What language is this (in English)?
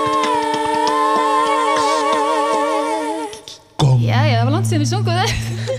Icelandic